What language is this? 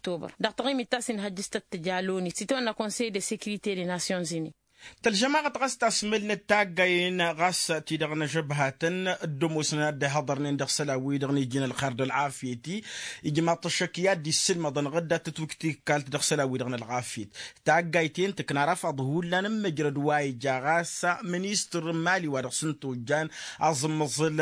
Tamasheq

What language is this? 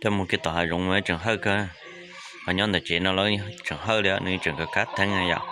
Hmong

